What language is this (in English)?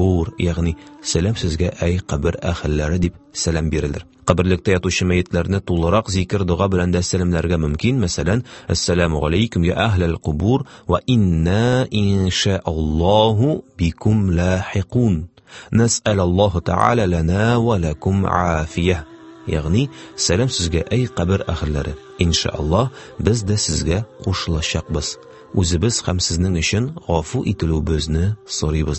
Tatar